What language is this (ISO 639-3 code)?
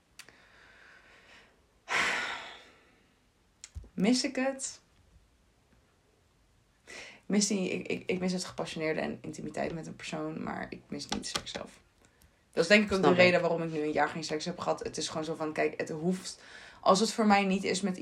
nld